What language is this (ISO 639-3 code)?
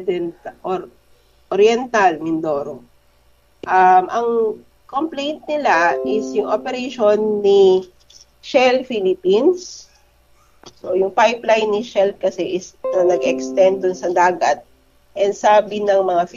fil